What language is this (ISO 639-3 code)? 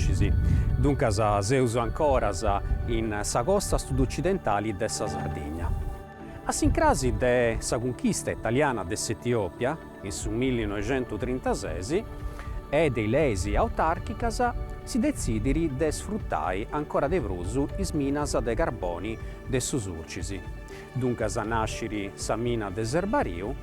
srd